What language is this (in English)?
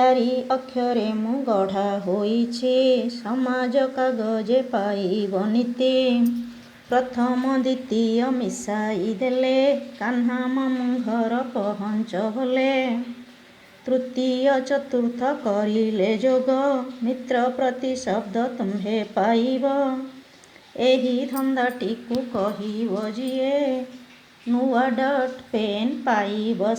Odia